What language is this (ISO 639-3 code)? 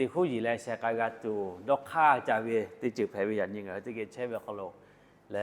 lhu